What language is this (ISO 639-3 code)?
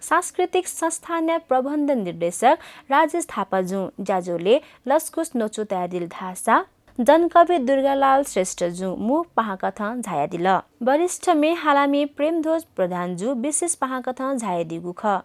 new